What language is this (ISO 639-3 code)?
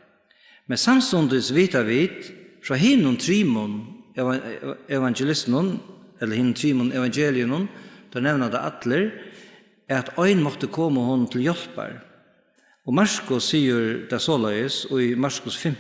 fao